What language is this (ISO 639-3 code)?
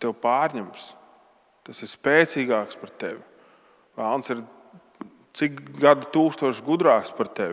lav